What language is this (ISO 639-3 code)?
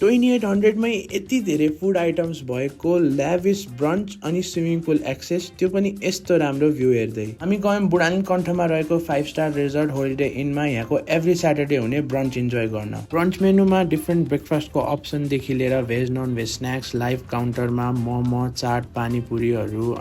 nep